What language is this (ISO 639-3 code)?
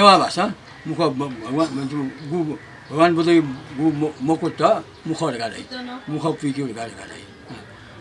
new